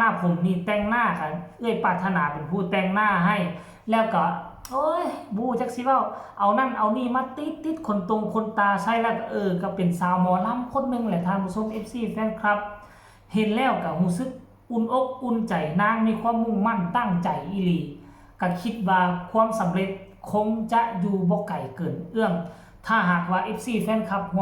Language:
Northeastern Thai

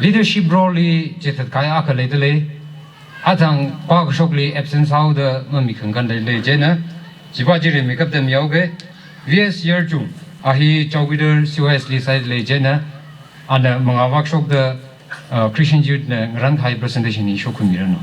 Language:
Tangkhul Naga (India)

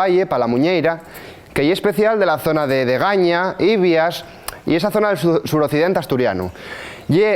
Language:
Asturian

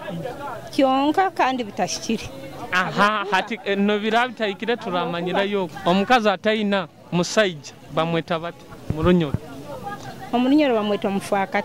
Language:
Nyoro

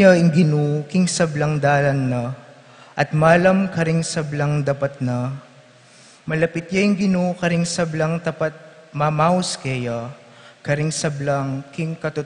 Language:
Pampanga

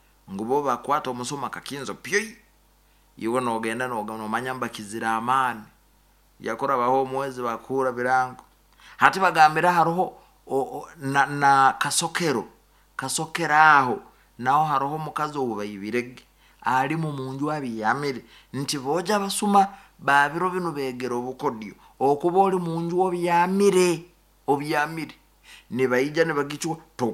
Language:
Nyankole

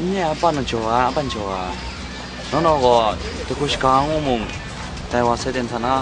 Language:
Kachin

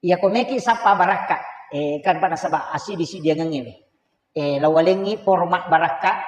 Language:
Buginese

